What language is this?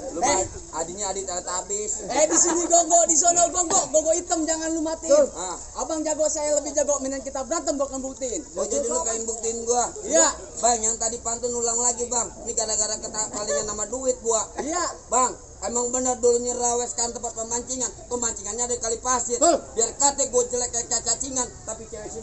Betawi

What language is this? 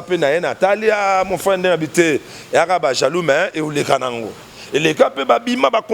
Lingala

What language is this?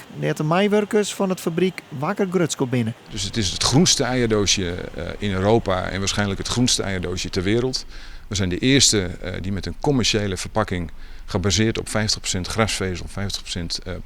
Western Frisian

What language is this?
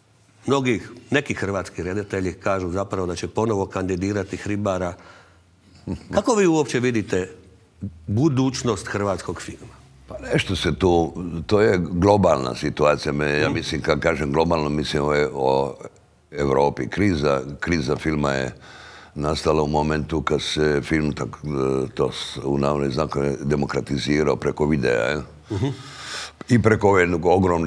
Croatian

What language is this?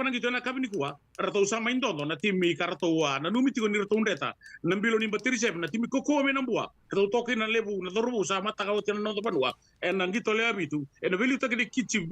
Fijian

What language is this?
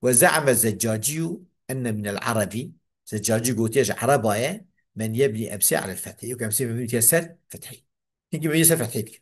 Kurdish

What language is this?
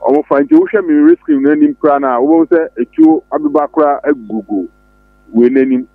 Akan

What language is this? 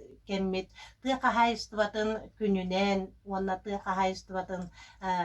Yakut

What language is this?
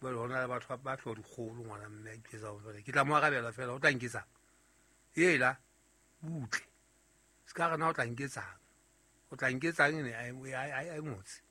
Southern Sotho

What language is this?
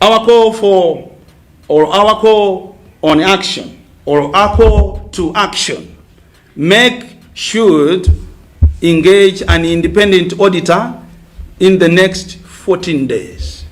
Nyanja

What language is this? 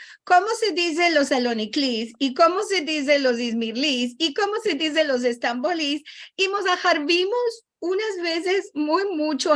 Ladino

